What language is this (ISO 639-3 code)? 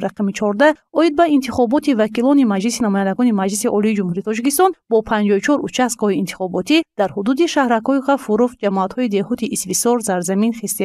tgk